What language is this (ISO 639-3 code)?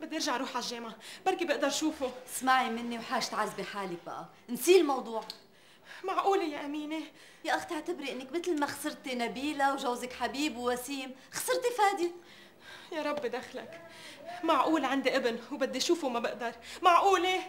apc